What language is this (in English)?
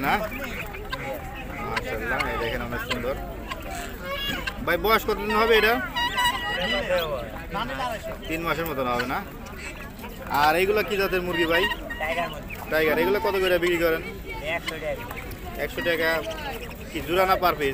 Bangla